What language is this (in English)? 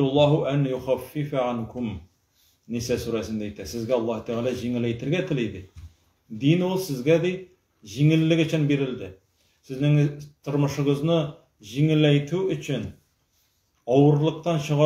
Tatar